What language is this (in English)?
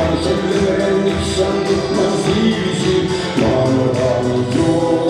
Chuvash